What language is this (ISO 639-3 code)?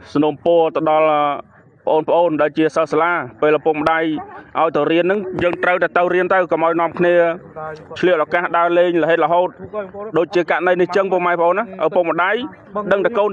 khm